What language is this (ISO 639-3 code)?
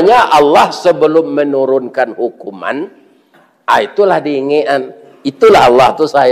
min